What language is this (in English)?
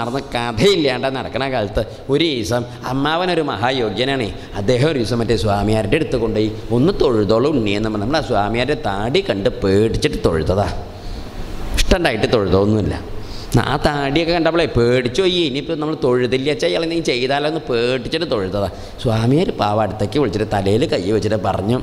Malayalam